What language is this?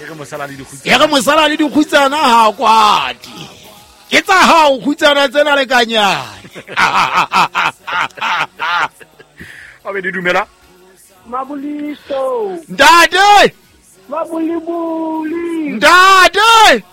Southern Sotho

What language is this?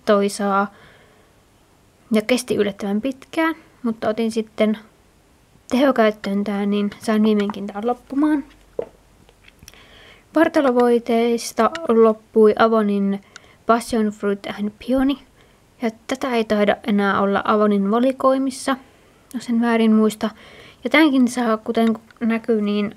Finnish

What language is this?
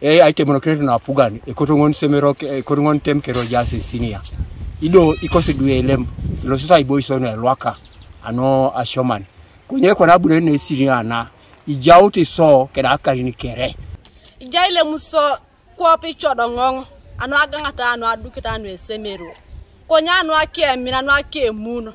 Teso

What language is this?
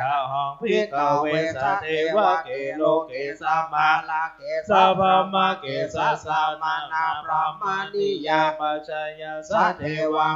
Pali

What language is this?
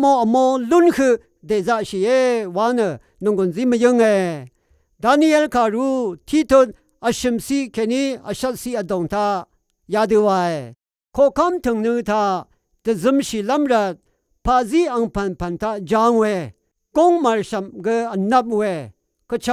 Rawang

